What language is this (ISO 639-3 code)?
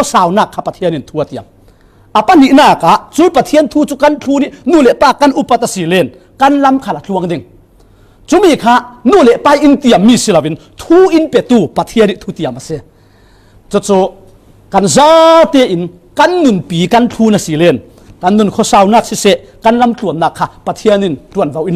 cfm